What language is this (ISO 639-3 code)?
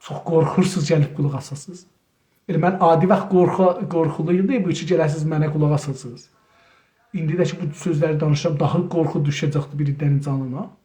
azb